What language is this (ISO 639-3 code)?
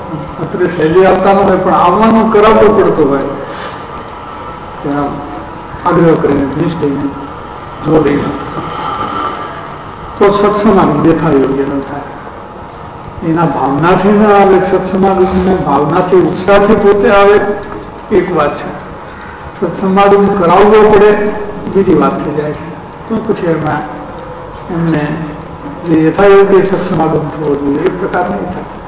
guj